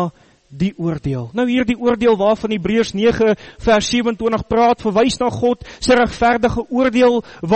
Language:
Afrikaans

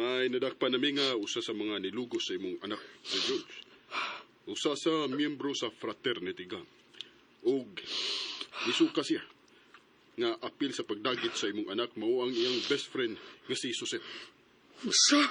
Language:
Cebuano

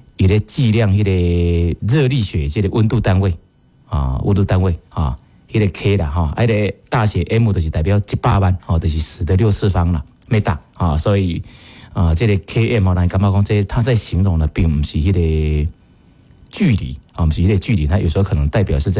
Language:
Min Nan Chinese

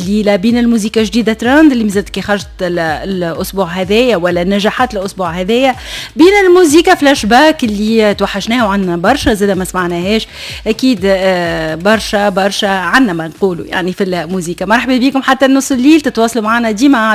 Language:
Tunisian Arabic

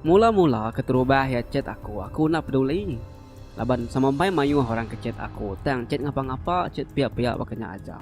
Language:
Iban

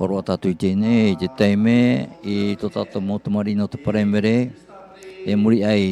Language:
Tahitian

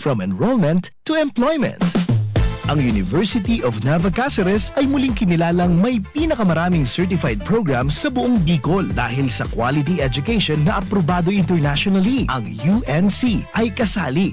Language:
Bikol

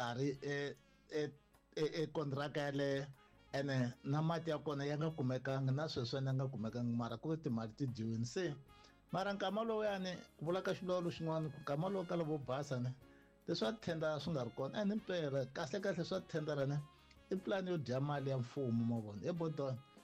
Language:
Tsonga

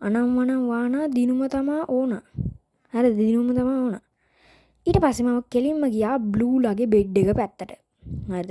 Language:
Sinhala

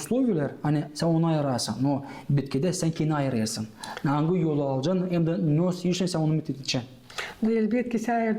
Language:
Gagauz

